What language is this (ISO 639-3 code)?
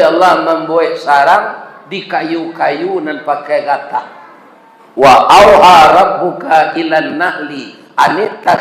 min